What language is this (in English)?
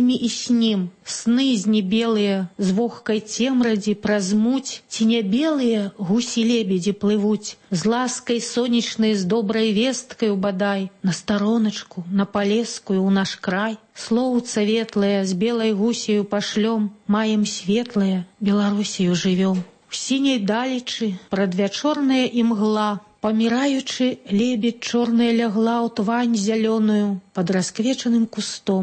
Belarusian